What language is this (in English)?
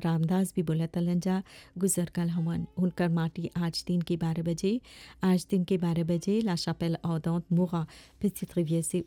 Bhojpuri